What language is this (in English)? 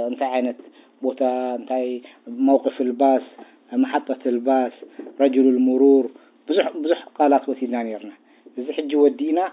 Tigrinya